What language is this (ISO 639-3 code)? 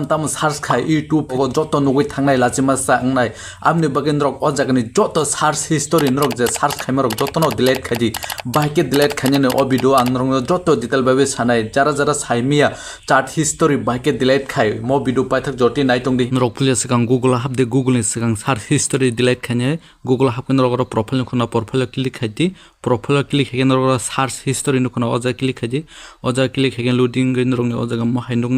trp